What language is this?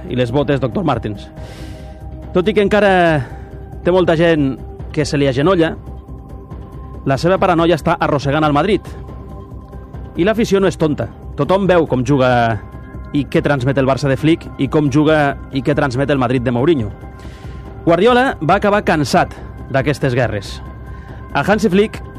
Catalan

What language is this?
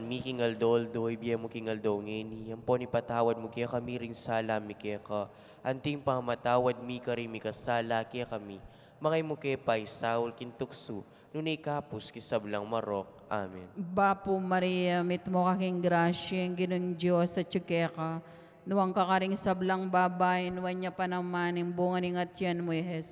Pampanga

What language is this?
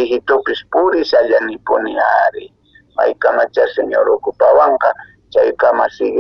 Quechua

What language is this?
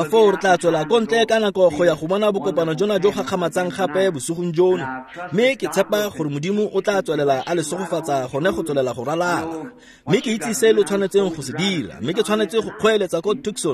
Tswana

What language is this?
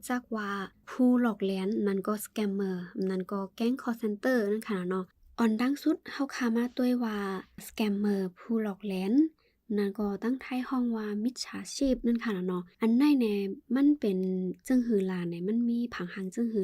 Shan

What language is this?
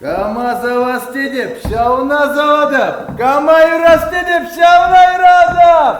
Chuvash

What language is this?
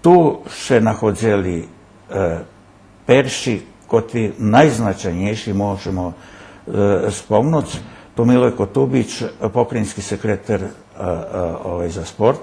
Rusyn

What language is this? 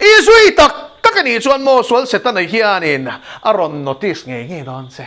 Mizo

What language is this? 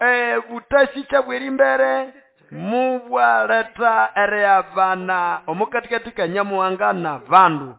Nande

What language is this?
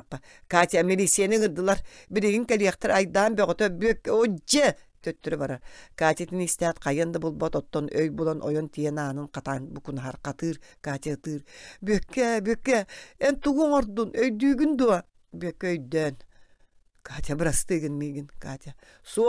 Yakut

